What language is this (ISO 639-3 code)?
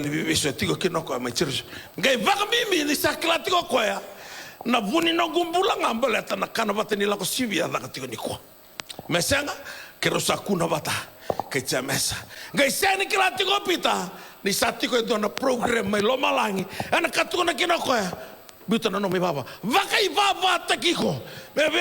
fij